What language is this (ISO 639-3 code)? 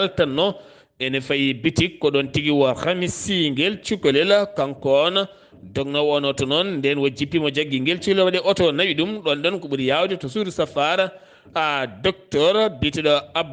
ful